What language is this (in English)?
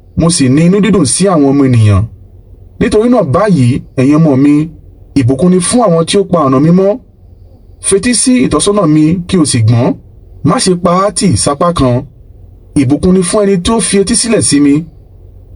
Yoruba